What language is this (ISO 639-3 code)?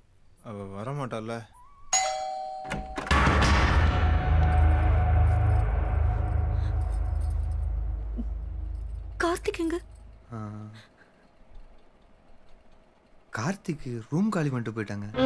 tam